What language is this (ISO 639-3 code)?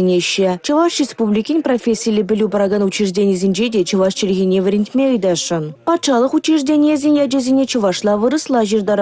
chv